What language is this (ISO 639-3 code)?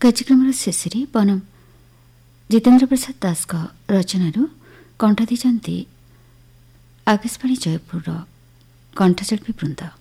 ori